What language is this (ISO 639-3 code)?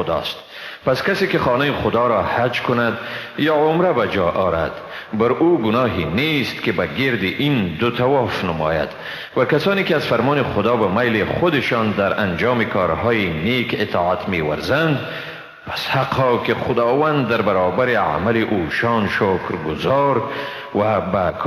fas